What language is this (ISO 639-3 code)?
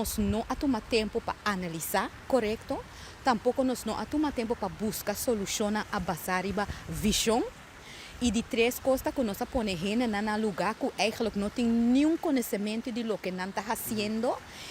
pap